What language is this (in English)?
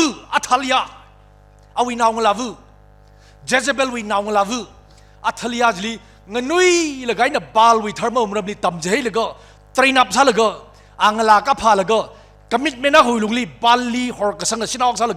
Tangkhul Naga (India)